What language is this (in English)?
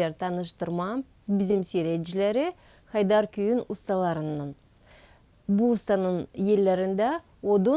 Gagauz